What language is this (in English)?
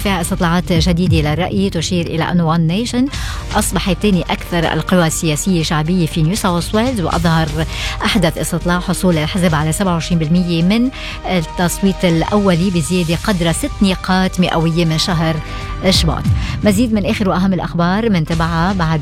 Arabic